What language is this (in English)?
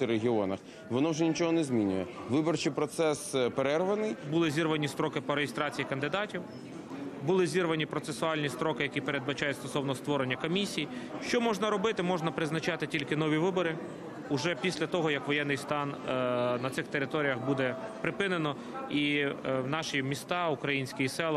Ukrainian